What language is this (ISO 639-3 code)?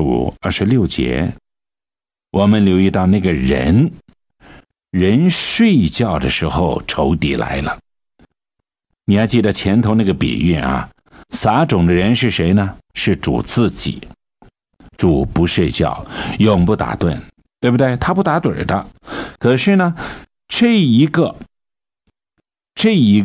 zho